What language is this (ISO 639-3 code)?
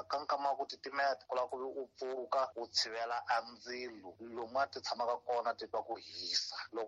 tso